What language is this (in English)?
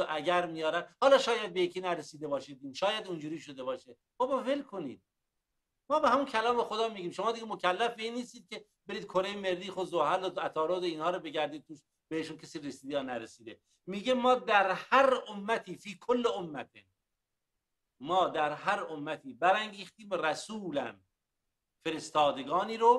Persian